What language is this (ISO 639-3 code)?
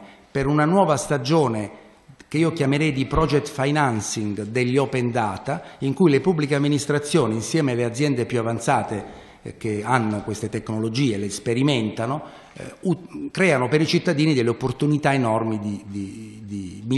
ita